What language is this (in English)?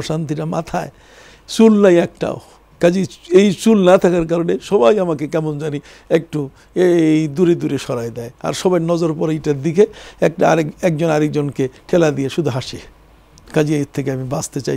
Bangla